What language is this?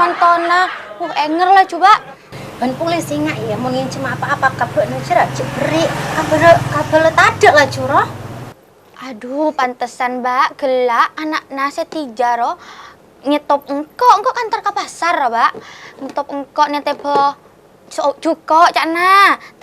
Madurese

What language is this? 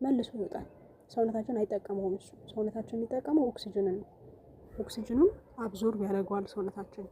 Amharic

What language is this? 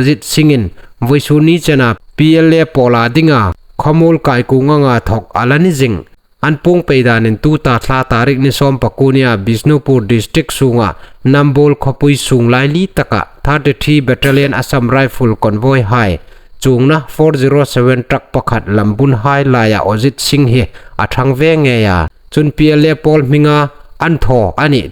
Hmar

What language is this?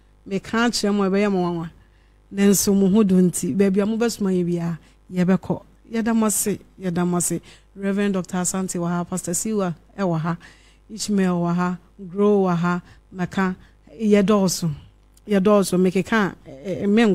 Akan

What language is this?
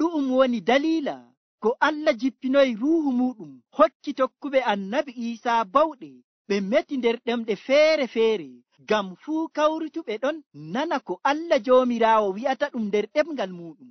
Nigerian Fulfulde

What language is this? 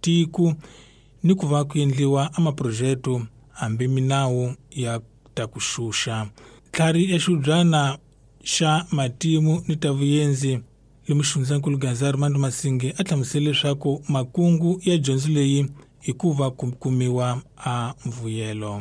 Tsonga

